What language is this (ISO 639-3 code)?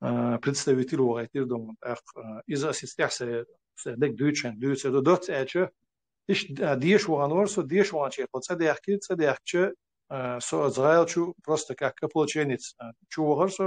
che